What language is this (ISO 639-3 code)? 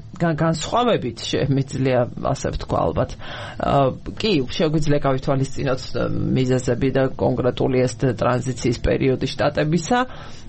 kat